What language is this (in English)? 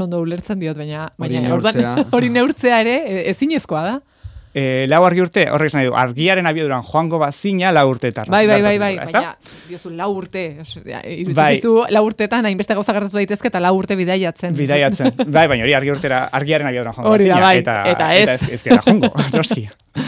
Basque